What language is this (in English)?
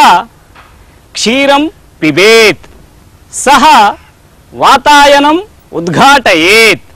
Sanskrit